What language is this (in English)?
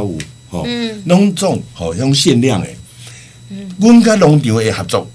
Min Nan Chinese